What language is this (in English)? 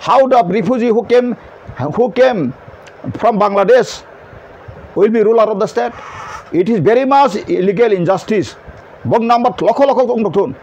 Kok Borok